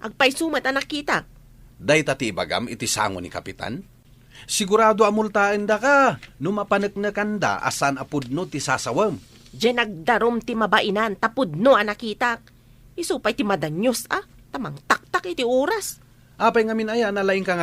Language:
Iloko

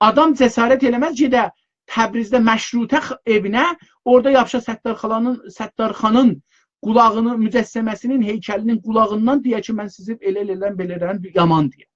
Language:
South Azerbaijani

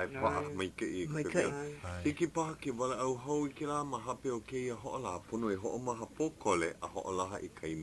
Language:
Hawaiian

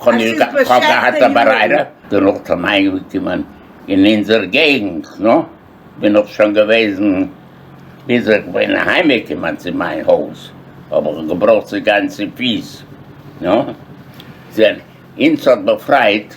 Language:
Yiddish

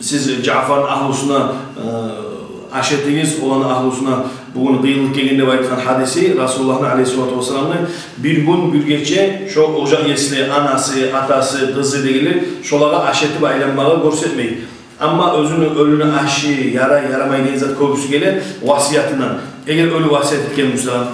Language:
Kumyk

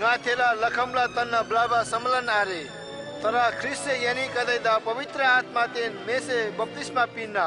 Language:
Eastern Tamang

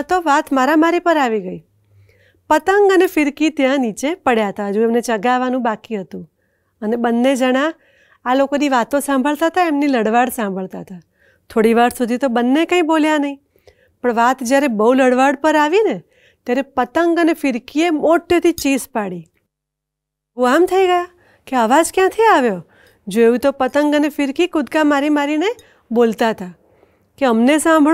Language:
Gujarati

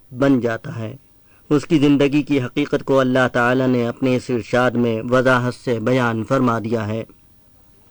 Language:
Urdu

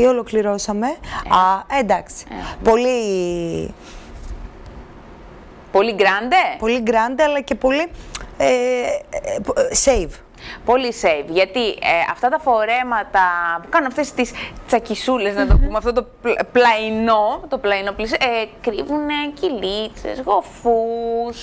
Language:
Greek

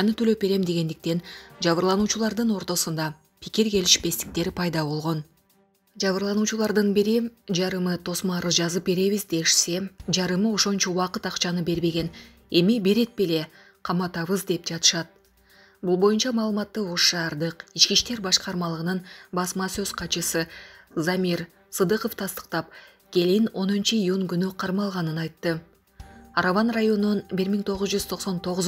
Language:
Kyrgyz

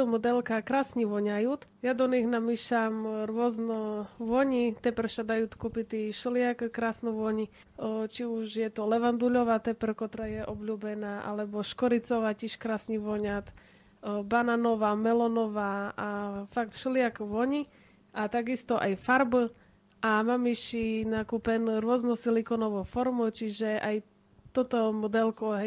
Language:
Rusyn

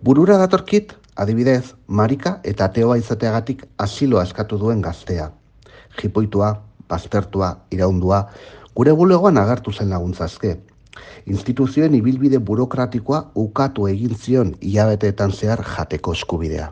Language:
Basque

